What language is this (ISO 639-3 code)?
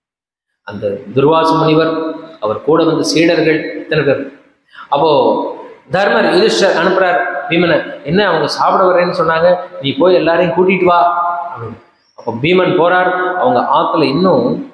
tam